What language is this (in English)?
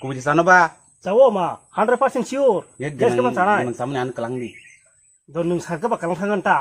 Kok Borok